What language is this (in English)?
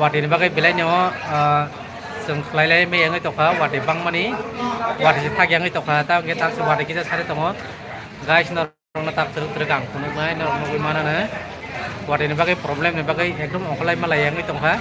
Kok Borok